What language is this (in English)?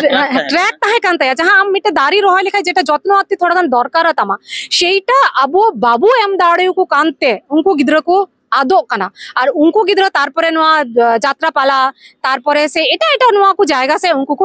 Santali